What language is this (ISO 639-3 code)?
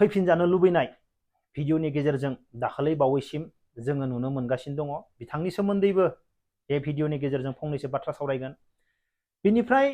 brx